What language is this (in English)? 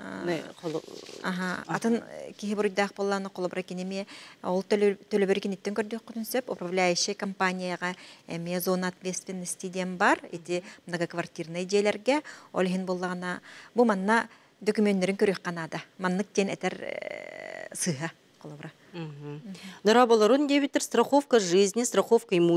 Yakut